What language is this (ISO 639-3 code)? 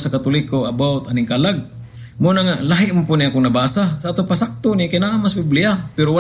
ceb